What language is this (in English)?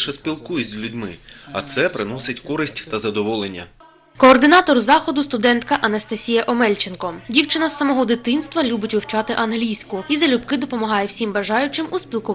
Ukrainian